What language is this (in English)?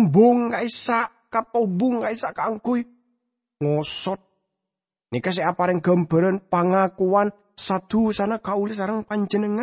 Madurese